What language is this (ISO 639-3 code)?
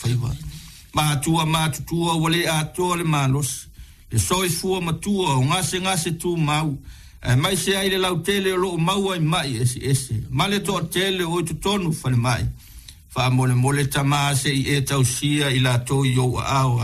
smo